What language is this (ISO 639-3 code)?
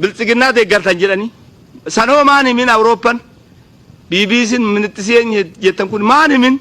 orm